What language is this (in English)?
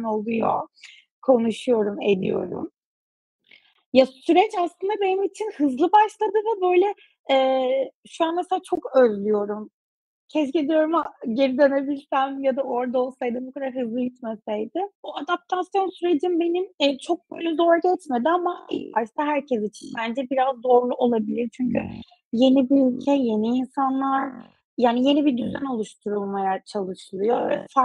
Turkish